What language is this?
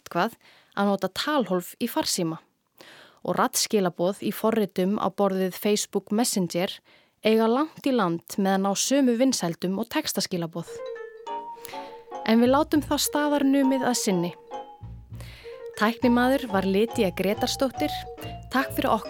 Icelandic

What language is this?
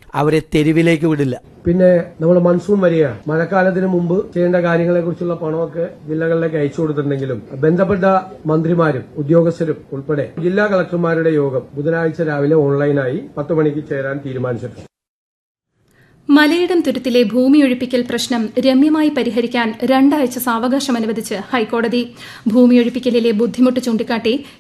Malayalam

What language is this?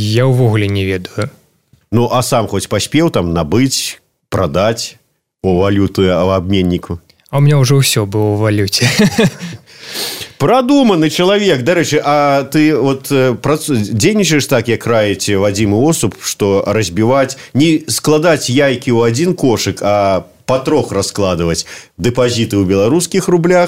Belarusian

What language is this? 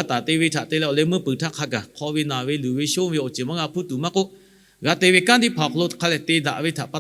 Lahu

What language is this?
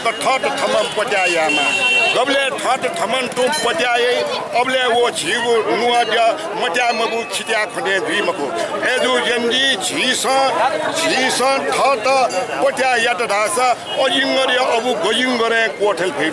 Newari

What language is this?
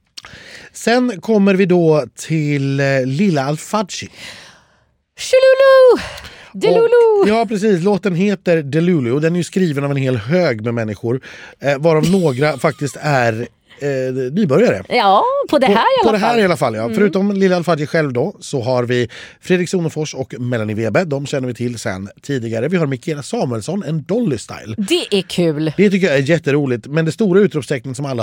Swedish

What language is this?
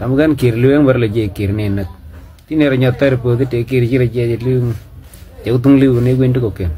Nuer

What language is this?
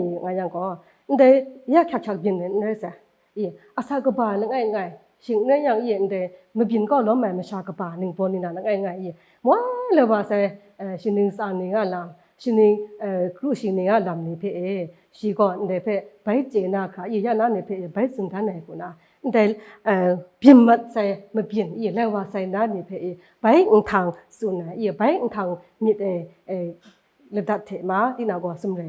Kachin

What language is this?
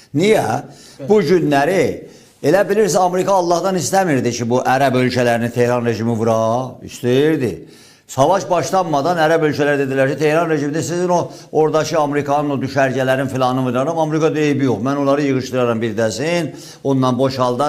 Azerbaijani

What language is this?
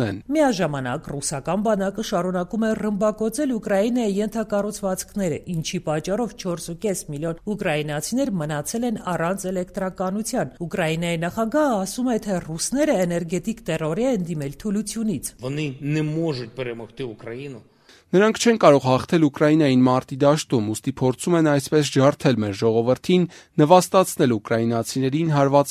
Armenian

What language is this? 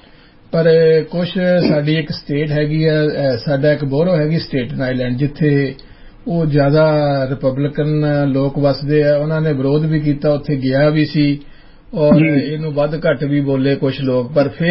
Punjabi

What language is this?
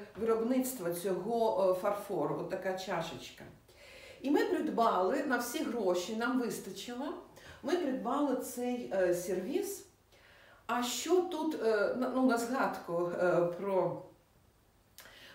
Ukrainian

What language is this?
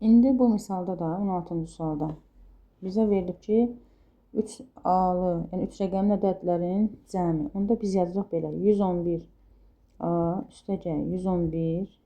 Azerbaijani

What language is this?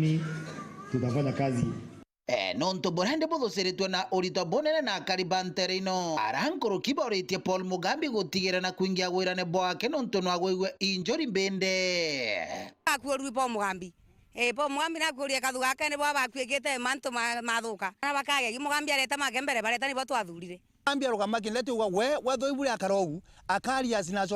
Meru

